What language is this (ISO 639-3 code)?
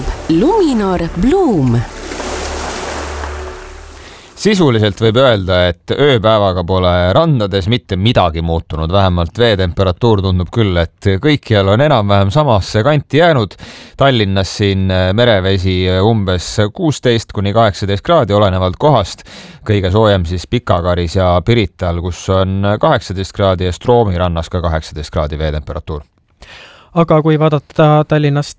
est